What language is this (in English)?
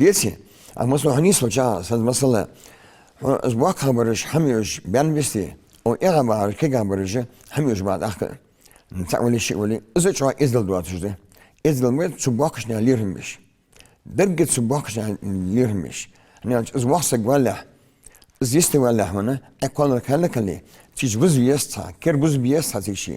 Ingush